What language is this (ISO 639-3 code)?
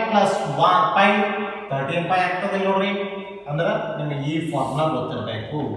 kan